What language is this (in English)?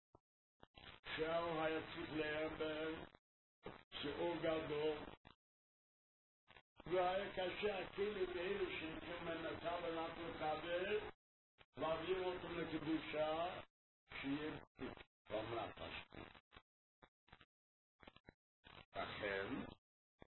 Hebrew